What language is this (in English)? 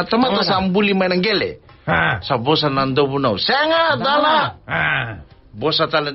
Fijian